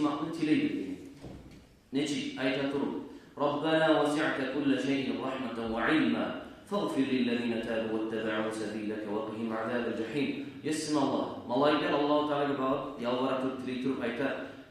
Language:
Kumyk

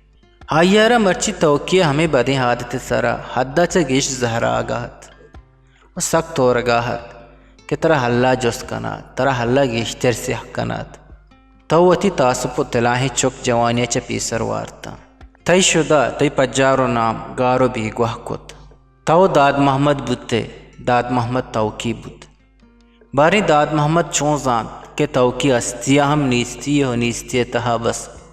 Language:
Eastern Balochi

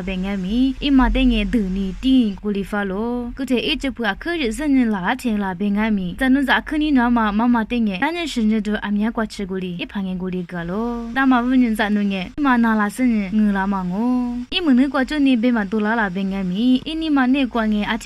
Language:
Lisu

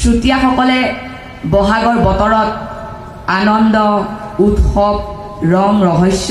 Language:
Assamese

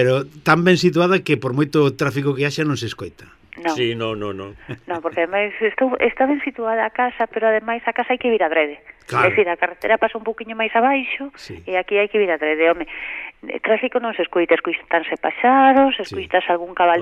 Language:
Galician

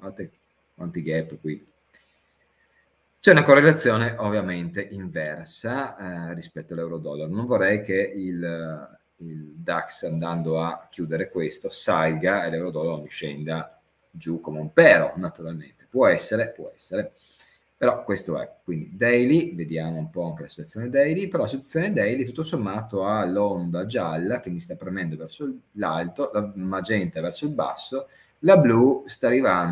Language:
Italian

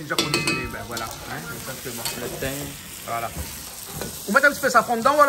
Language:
Réunion Creole French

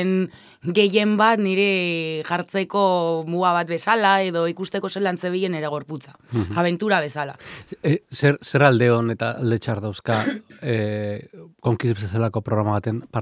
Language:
Basque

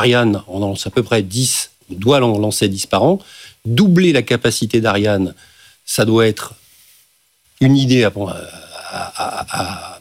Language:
French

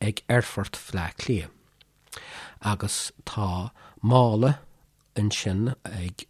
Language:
Irish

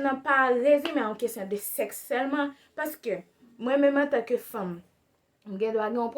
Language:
Haitian Creole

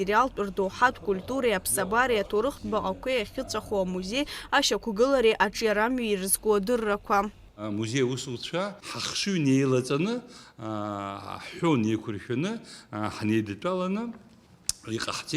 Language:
Abkhazian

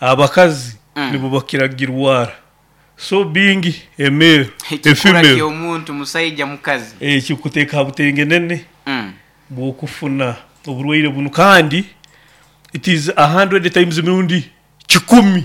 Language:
Nyoro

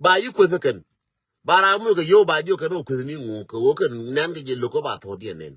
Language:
Nuer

